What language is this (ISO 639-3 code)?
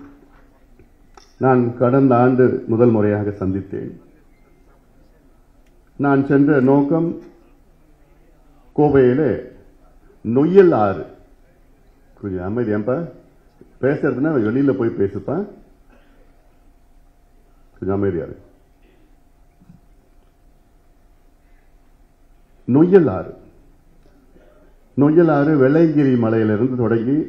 tam